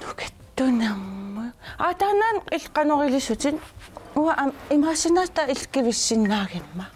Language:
Kalaallisut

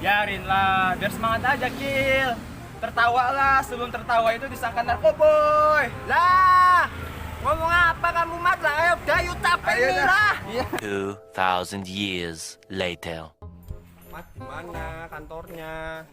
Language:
Betawi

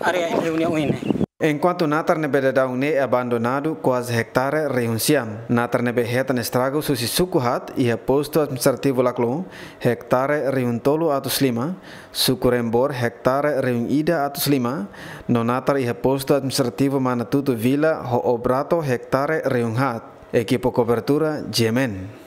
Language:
Tetum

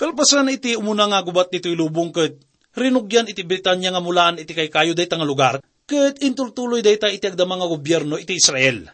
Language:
Iloko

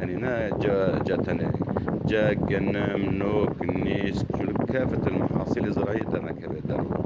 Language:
Kurdish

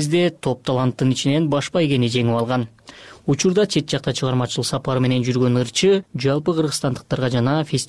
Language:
Kyrgyz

